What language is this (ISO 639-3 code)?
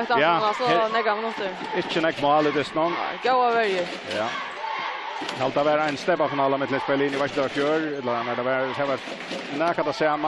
fao